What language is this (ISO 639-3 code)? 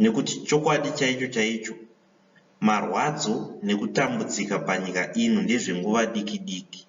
sna